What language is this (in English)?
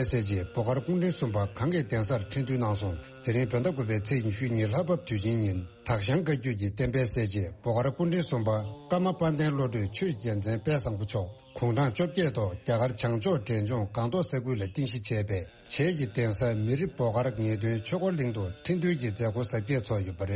Tibetan